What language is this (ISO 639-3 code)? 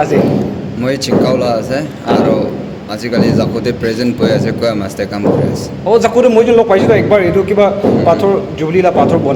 nag